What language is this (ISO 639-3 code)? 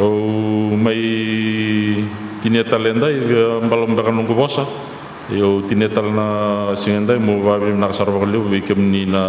fij